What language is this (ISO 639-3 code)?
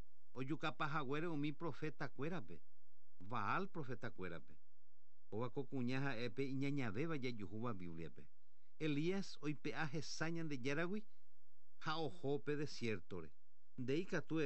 grn